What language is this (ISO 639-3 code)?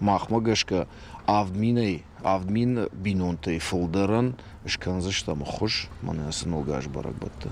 oss